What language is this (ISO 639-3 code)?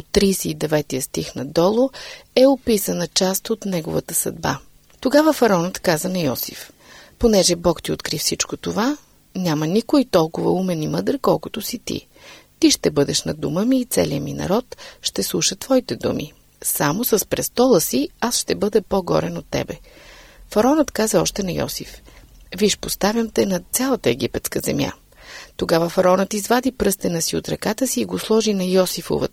bul